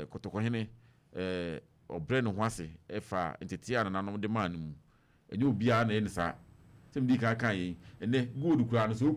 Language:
Akan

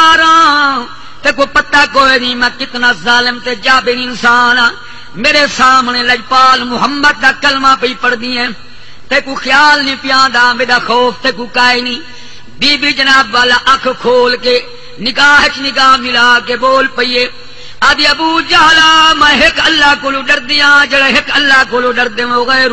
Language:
Saraiki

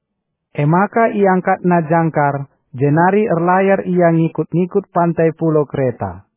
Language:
Batak Karo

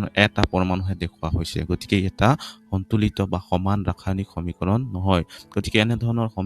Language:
Assamese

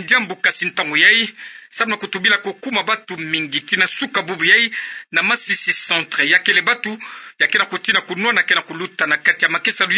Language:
Kituba (Democratic Republic of Congo)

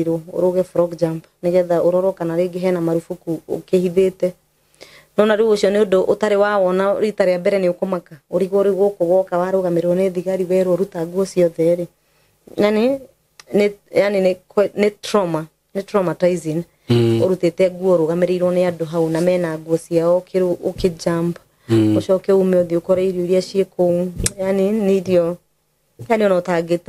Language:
Kikuyu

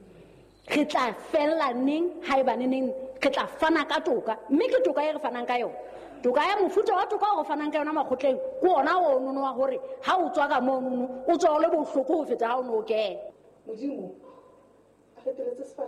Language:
Southern Sotho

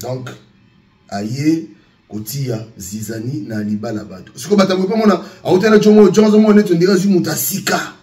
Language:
Lingala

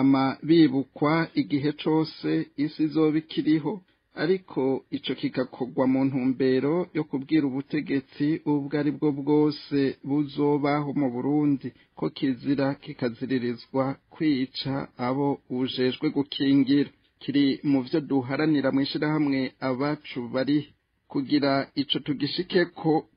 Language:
Rundi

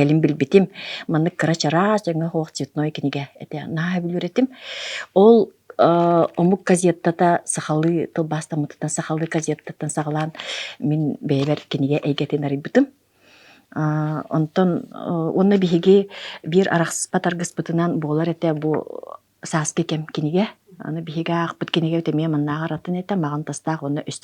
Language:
Yakut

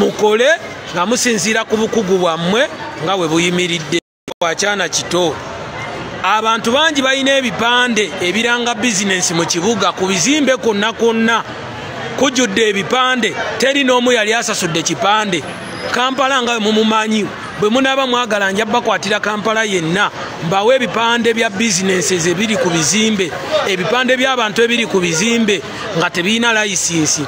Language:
Ganda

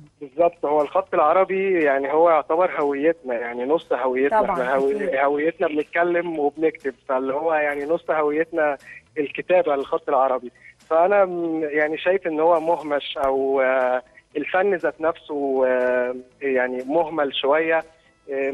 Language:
Egyptian Arabic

